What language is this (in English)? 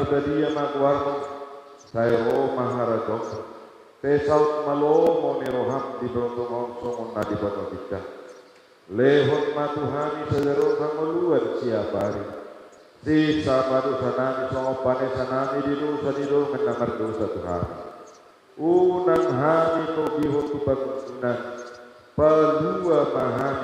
Batak Toba